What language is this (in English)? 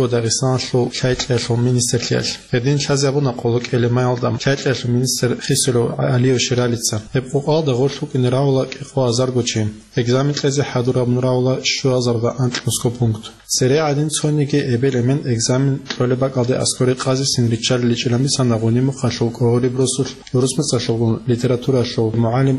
Avaric